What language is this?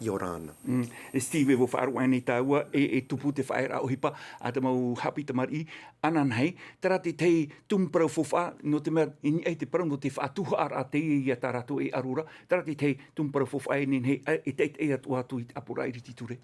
Tahitian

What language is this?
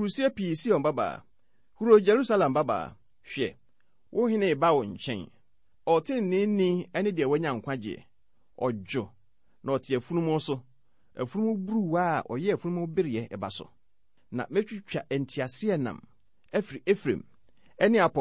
Akan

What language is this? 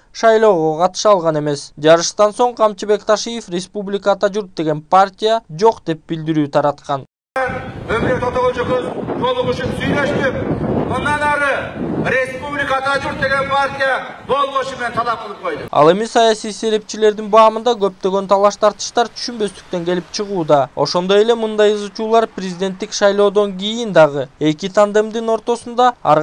Kyrgyz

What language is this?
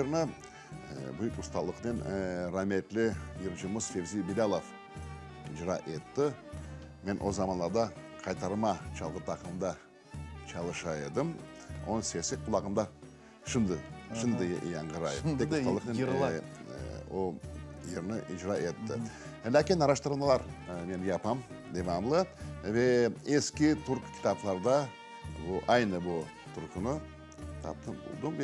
Crimean Tatar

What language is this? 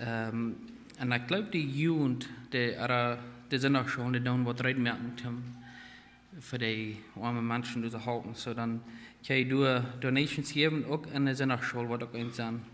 Plautdietsch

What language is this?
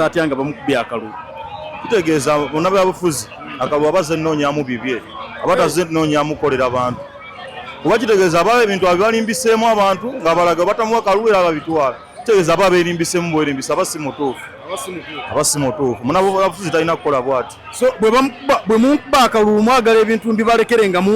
Ganda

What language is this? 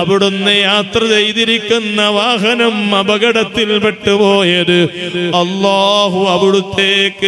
Malayalam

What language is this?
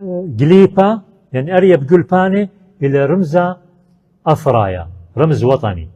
Assyrian Neo-Aramaic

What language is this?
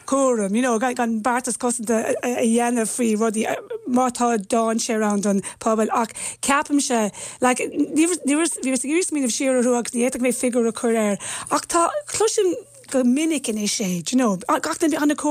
Irish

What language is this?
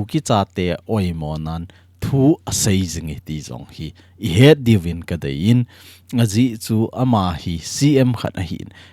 Thado Chin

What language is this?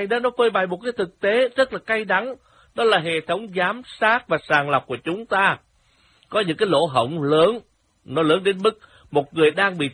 Vietnamese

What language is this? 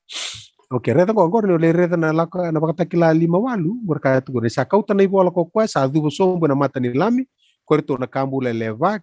Fijian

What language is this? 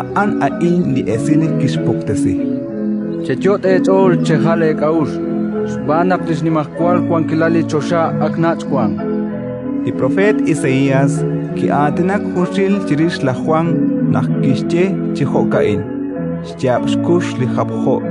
Kekchí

